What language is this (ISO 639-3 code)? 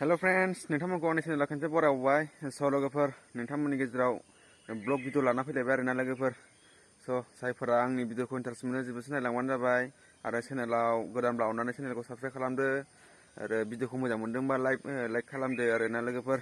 brx